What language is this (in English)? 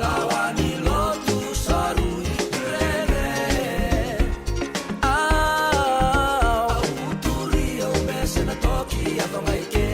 Fijian